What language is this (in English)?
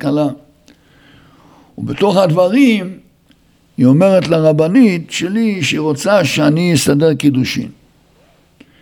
Hebrew